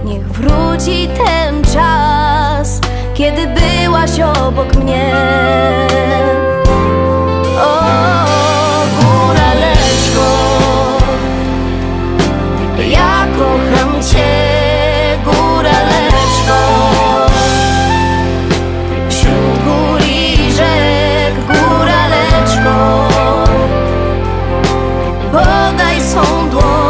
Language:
Polish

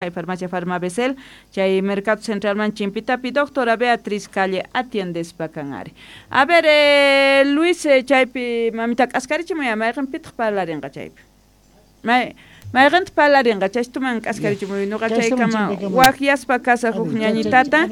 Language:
South Bolivian Quechua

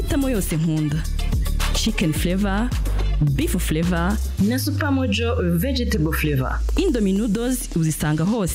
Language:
Kinyarwanda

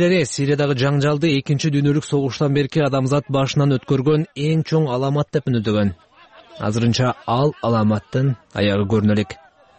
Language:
Kyrgyz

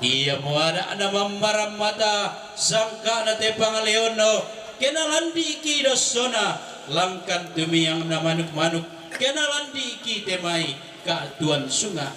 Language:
Toraja-Sa'dan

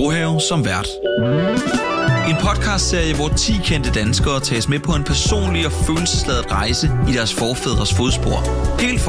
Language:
Danish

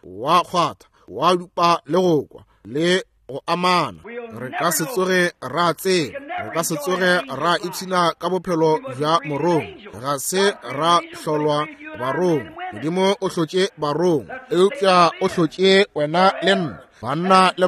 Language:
Northern Sotho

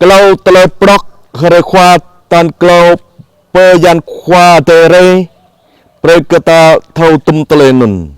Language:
Jarai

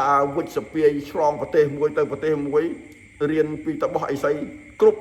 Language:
Khmer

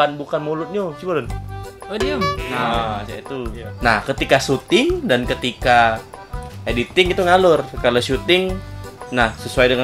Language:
Musi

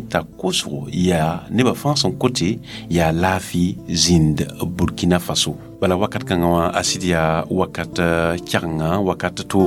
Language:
Mossi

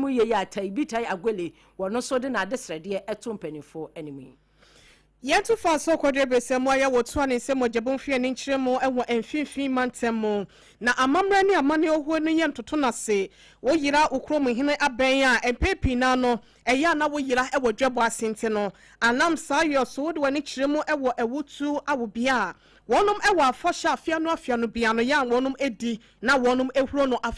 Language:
Akan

